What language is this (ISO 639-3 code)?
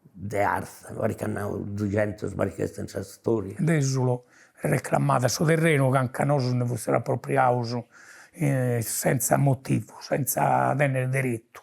srd